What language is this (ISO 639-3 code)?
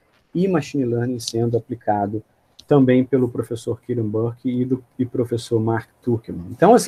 por